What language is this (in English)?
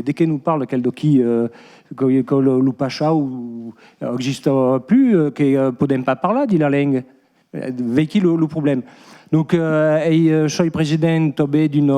Occitan